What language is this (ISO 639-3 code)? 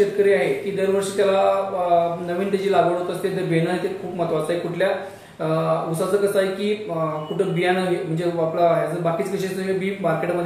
mar